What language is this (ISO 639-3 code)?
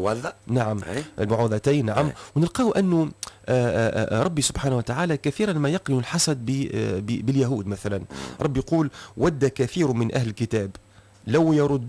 aeb